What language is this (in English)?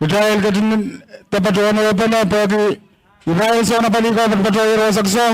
Pohnpeian